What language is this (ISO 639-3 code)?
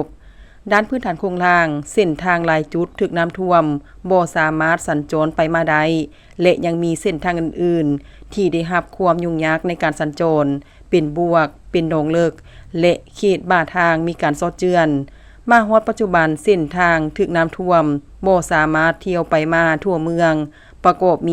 lao